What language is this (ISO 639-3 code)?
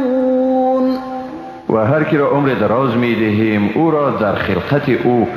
fas